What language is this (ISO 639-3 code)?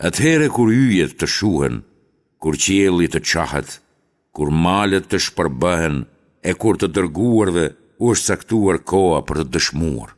sqi